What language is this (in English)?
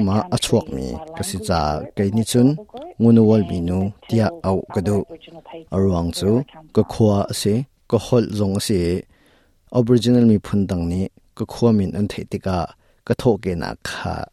Hakha Chin